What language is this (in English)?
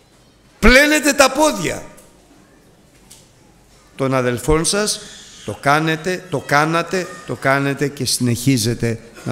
Greek